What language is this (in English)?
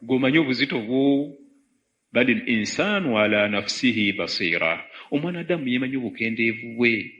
Ganda